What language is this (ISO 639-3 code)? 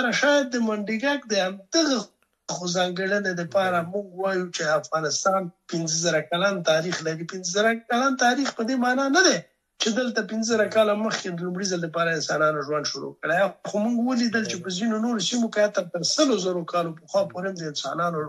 pus